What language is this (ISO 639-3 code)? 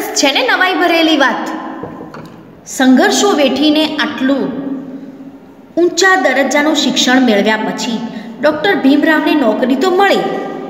guj